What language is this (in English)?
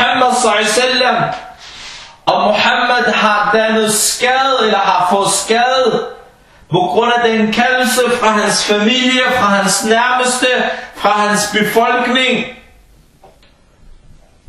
Danish